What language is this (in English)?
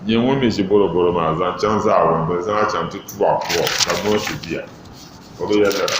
Dagbani